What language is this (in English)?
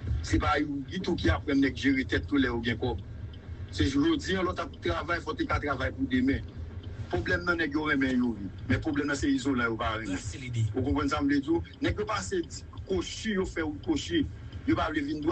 Haitian Creole